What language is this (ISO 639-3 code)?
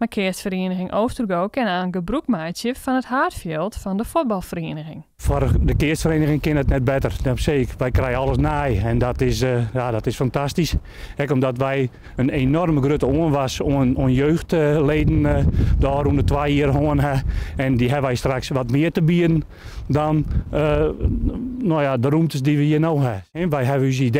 fry